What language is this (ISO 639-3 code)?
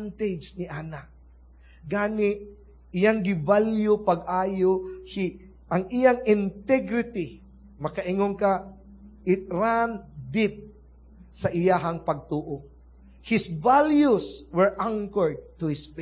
ceb